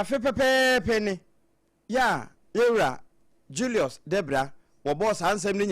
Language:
Akan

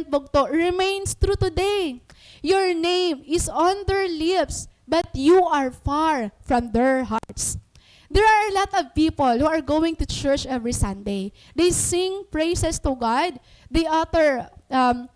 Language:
Waray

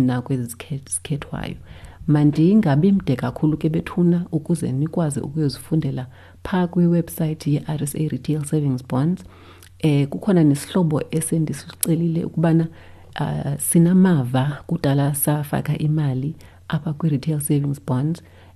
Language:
Xhosa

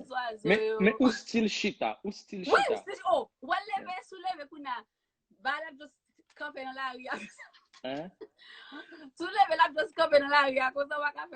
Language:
Haitian Creole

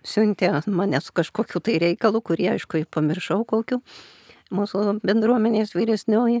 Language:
Lithuanian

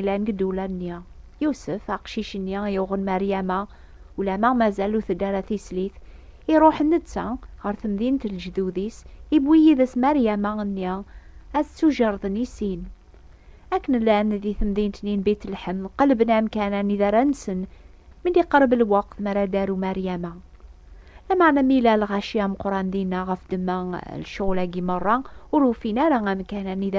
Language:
Kabyle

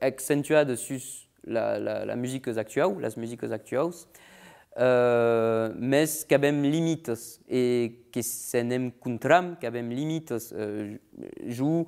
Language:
Occitan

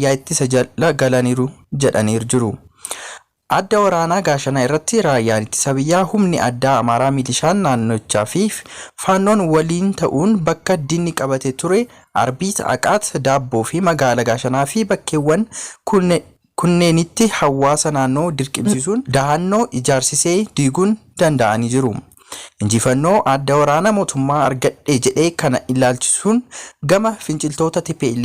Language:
Oromo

